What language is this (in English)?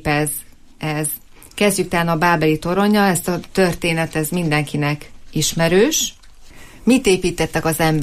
Hungarian